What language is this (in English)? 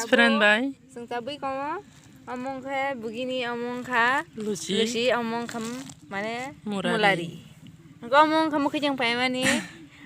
Kok Borok